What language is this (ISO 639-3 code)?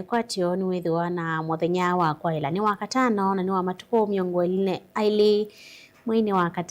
kam